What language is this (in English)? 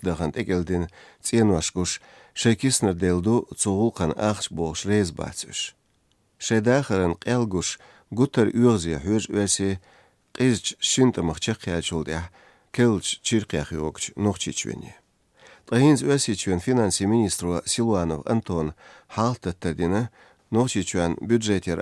Chechen